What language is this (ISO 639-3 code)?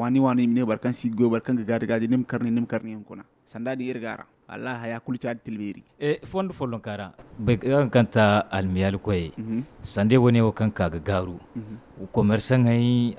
dje